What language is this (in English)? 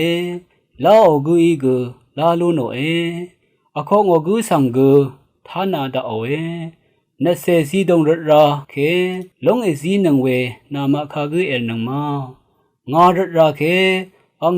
Rawang